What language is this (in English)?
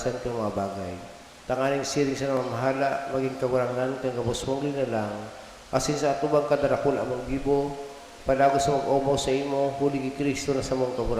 Bikol